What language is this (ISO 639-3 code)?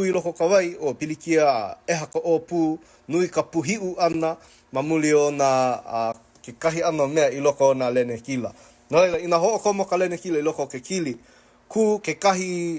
haw